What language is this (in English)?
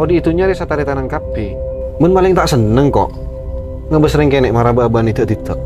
Madurese